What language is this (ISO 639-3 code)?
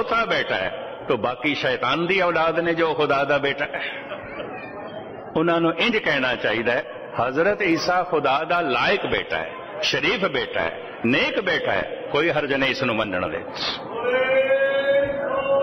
pan